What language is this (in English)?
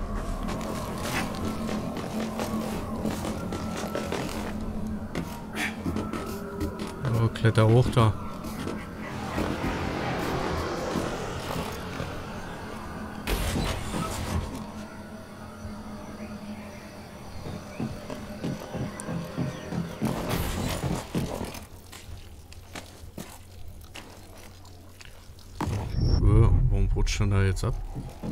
German